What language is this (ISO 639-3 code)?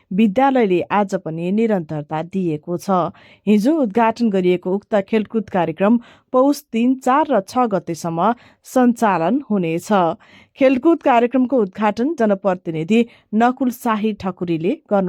nep